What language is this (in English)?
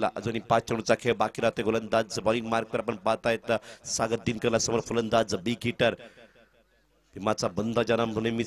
Marathi